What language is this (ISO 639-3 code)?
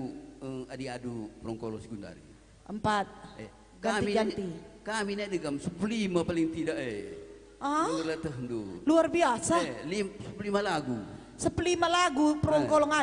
btx